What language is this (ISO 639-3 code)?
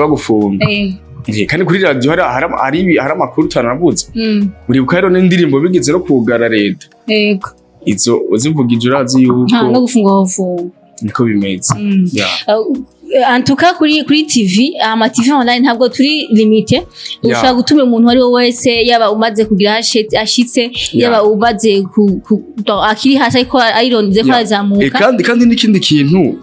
run